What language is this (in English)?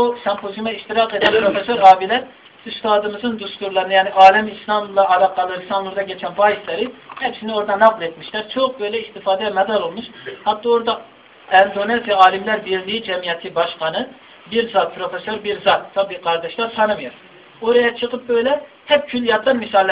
Turkish